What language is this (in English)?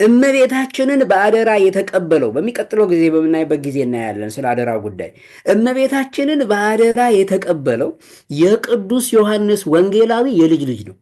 Amharic